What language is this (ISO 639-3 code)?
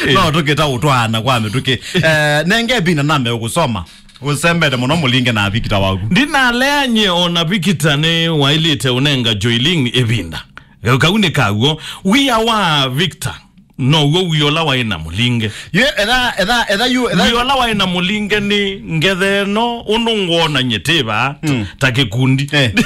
kam